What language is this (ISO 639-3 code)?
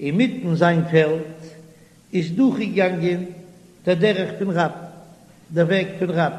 yid